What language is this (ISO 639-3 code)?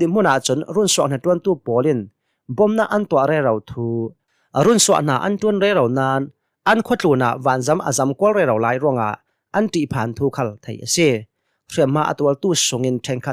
cnh